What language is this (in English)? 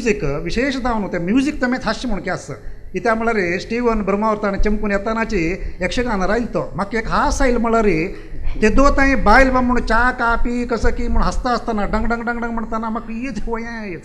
Konkani